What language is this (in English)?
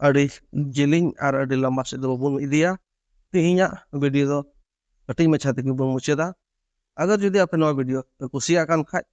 Santali